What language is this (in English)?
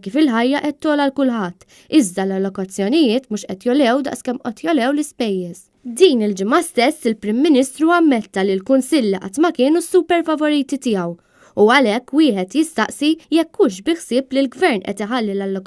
Maltese